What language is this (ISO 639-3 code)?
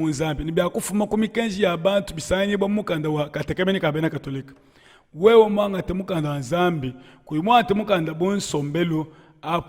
lua